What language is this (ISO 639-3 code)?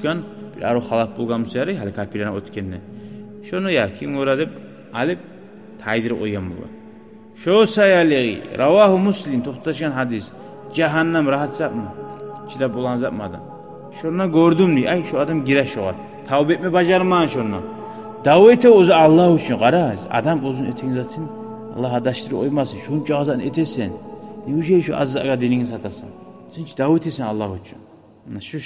kum